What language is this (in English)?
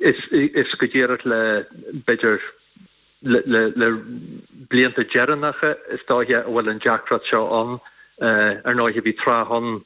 Irish